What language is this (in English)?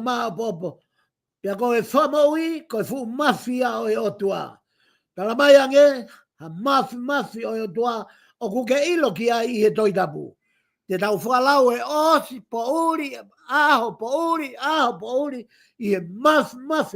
Tongan